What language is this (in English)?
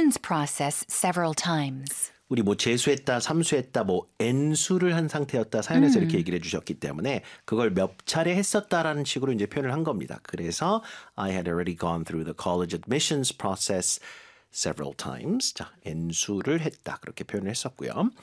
Korean